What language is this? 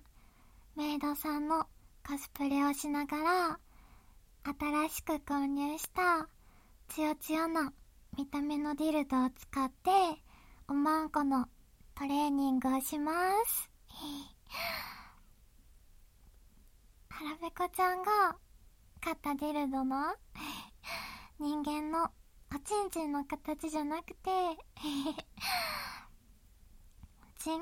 Japanese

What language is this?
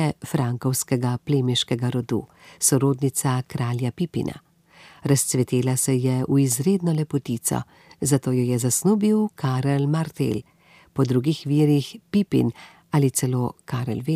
Slovenian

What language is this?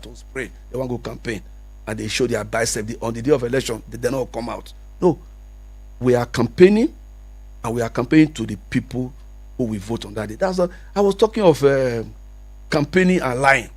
Nigerian Pidgin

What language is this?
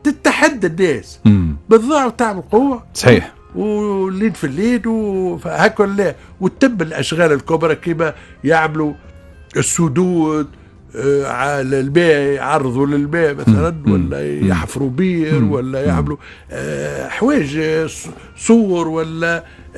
Tunisian Arabic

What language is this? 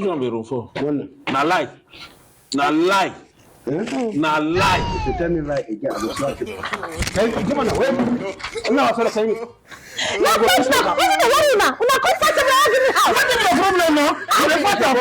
Nigerian Pidgin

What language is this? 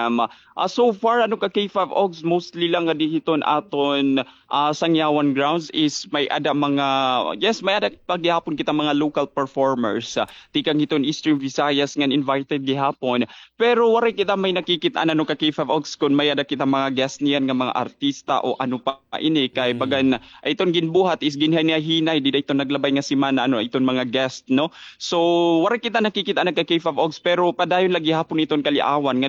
Waray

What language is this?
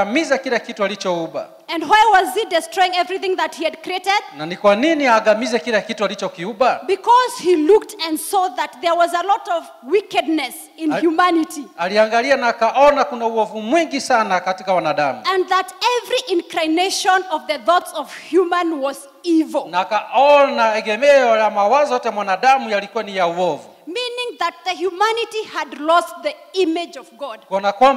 Swahili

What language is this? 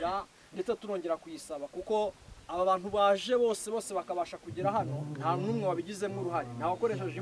Kinyarwanda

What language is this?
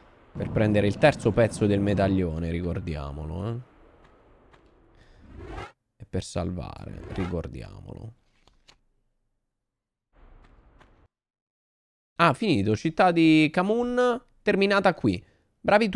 Italian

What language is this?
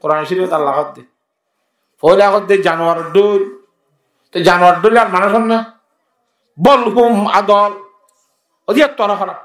Rohingya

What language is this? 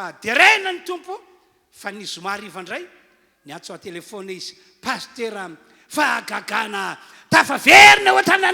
Malagasy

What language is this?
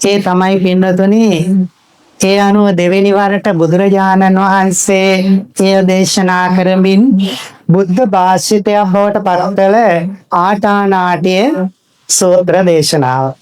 Sinhala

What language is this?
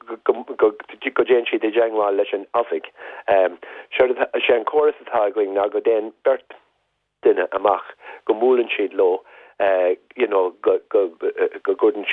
Irish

